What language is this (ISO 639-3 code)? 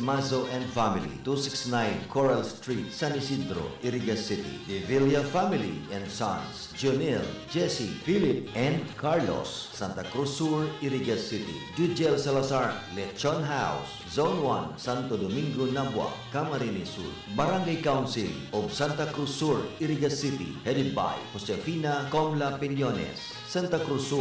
bik